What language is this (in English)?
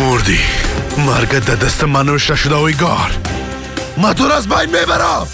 Persian